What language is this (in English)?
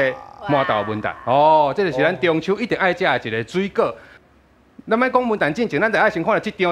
Min Nan Chinese